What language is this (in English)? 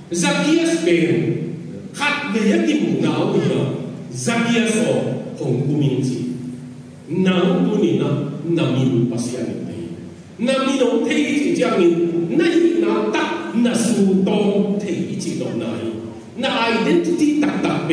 Tedim Chin